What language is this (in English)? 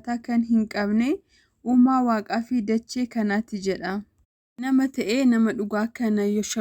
Oromo